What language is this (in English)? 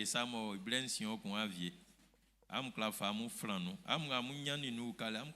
Baoulé